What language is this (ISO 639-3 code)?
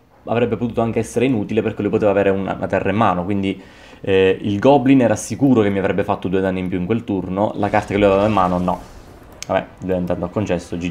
ita